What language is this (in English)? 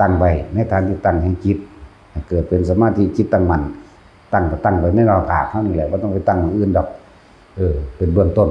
Northeastern Thai